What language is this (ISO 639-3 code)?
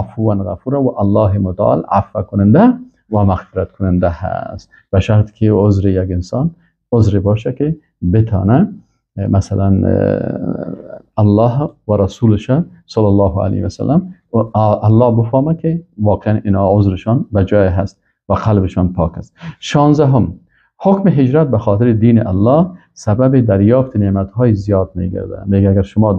fas